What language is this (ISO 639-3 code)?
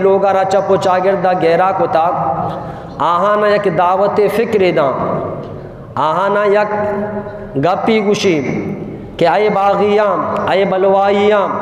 bgp